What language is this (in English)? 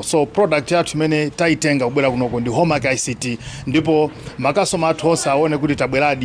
Nyanja